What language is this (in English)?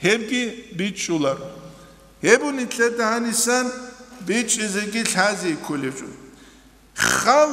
Avaric